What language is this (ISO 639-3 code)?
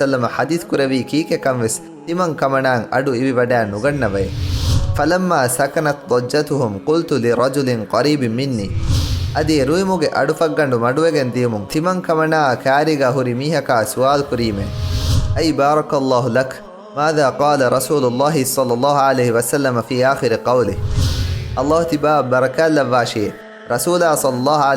div